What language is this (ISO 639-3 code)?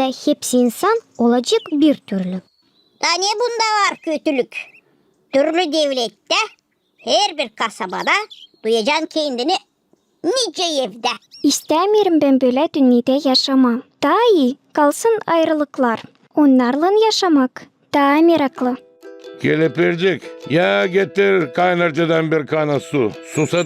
gag